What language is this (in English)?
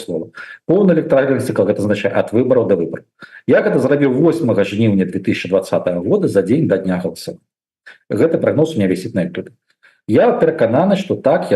Belarusian